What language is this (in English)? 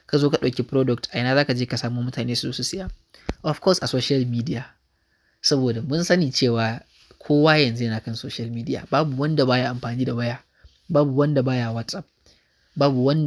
Hausa